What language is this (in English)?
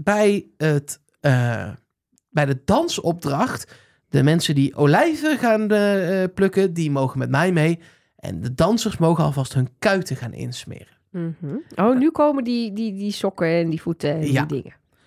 Dutch